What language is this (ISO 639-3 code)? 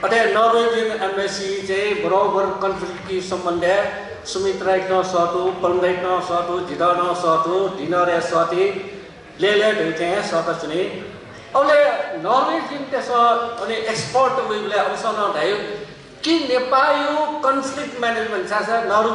new